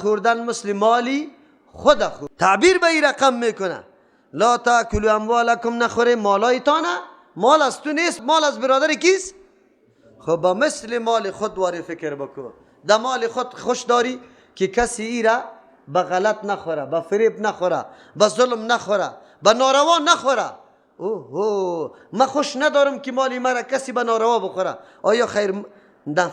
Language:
Persian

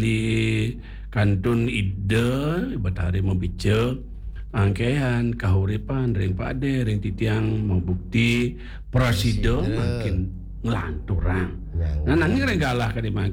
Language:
Balinese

